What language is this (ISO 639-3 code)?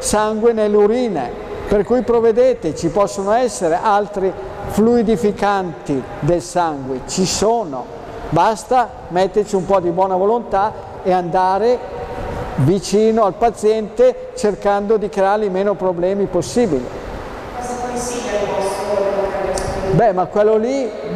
ita